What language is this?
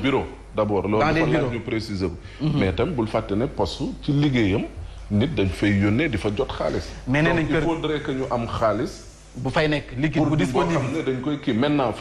Wolof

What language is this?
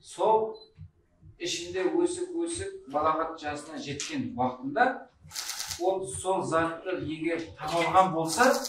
Kara-Kalpak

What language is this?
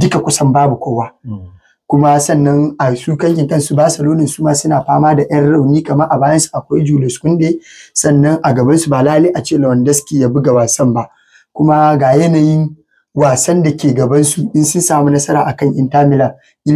Hausa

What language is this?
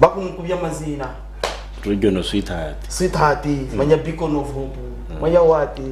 Nyankole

